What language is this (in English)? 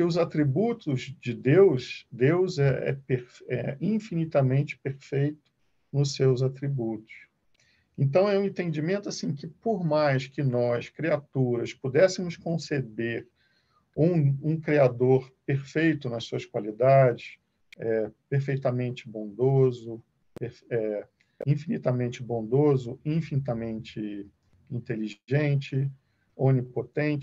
Portuguese